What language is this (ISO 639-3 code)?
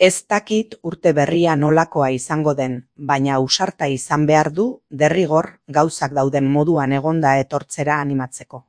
eus